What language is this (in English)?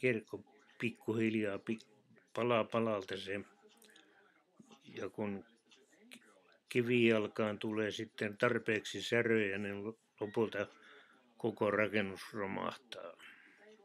Finnish